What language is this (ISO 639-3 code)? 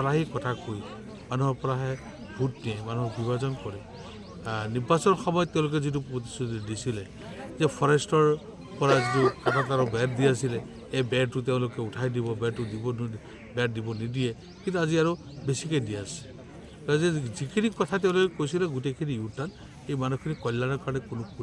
asm